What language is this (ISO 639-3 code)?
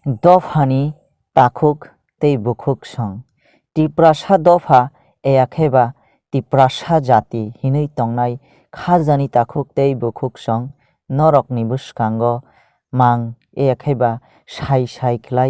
trp